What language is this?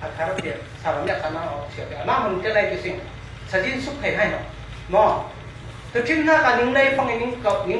Falam Chin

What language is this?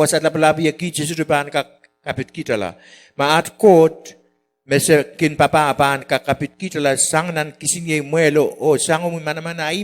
Pohnpeian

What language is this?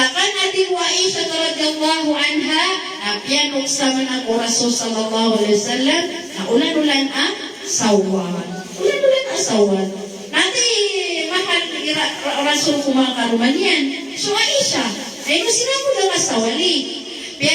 Maranao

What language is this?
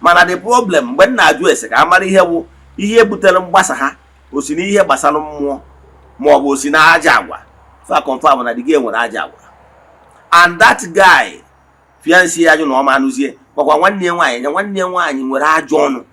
Igbo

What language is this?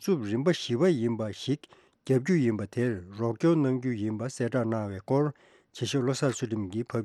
Tibetan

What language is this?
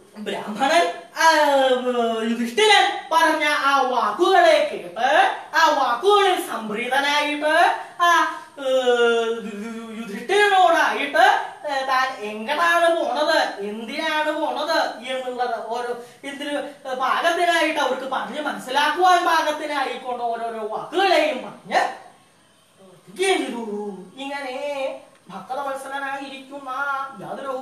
Malayalam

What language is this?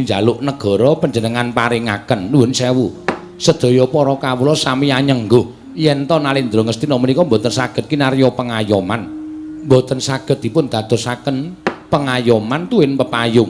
Javanese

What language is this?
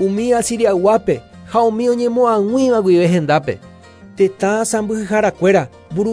Guarani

